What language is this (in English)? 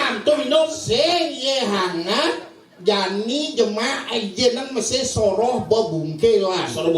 Balinese